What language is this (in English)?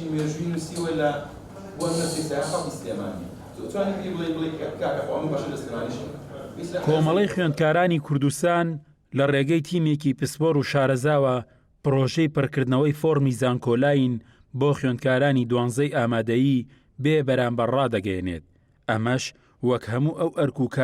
Central Kurdish